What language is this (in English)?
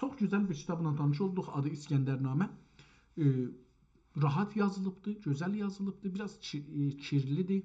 South Azerbaijani